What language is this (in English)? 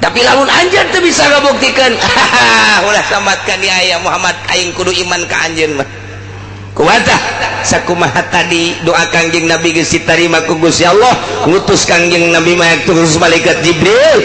Sundanese